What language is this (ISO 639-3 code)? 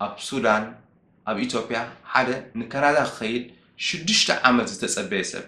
tir